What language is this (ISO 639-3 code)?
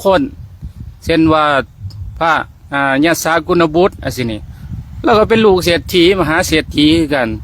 lao